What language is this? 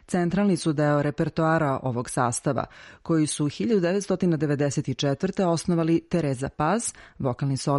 Serbian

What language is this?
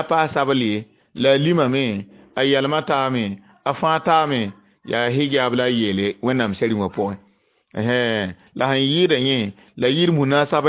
Mossi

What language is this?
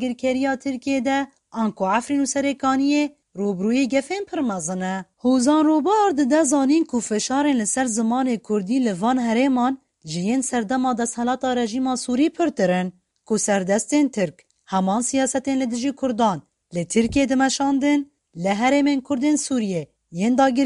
Kurdish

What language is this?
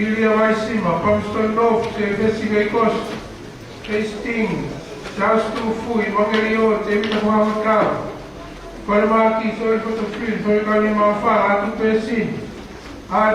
Tongan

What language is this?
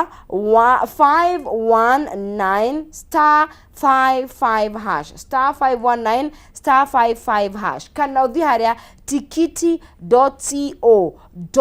Kikuyu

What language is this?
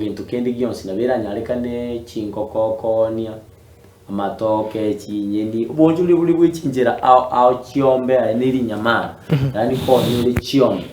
Gusii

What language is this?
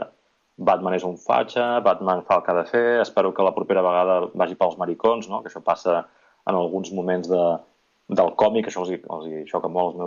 Catalan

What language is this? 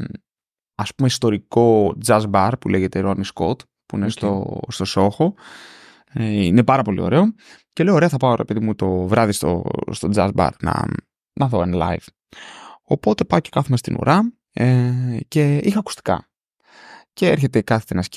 Greek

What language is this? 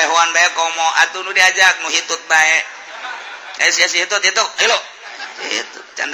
Sundanese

